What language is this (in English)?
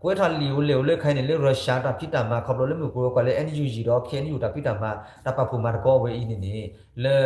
S'gaw Karen